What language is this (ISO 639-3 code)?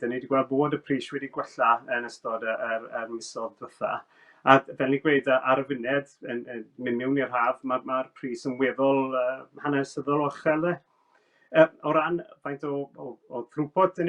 cym